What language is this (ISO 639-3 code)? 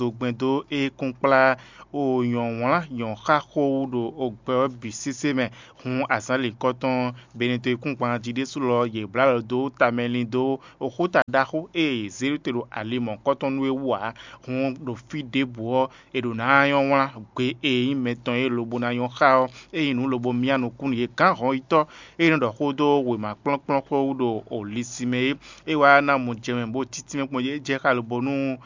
fon